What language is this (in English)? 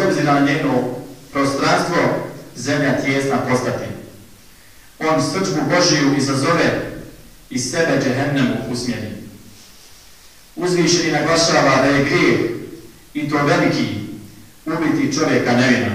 Bosnian